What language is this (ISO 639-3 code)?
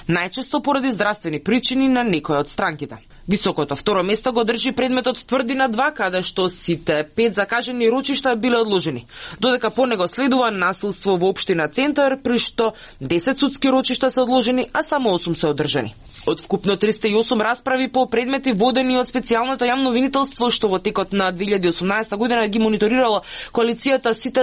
mkd